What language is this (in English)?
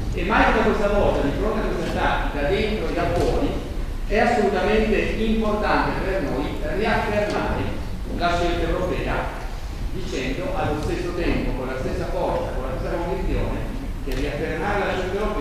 Italian